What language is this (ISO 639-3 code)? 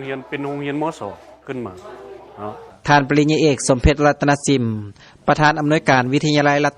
lao